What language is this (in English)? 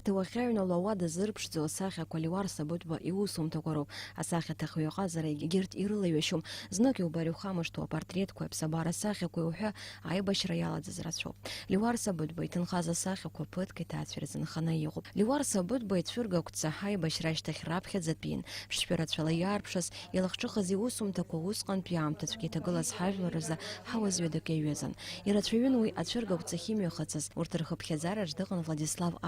Abkhazian